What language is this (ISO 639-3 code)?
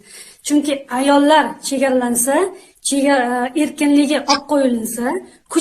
uzb